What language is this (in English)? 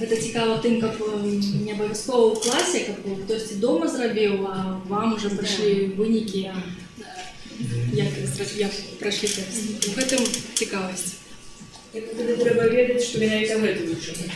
Belarusian